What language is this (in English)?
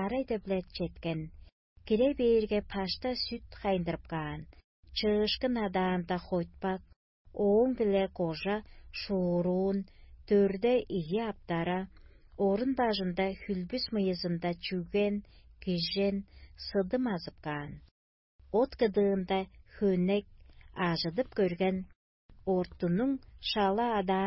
Tuvinian